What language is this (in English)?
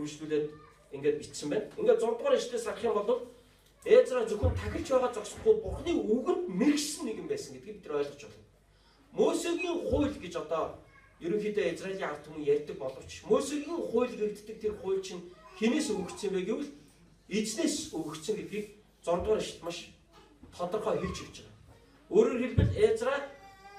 Mongolian